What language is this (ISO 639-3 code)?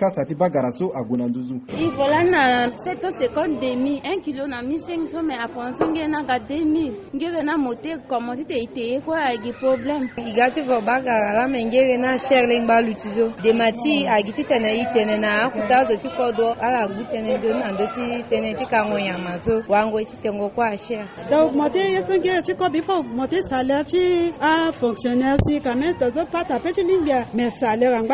sag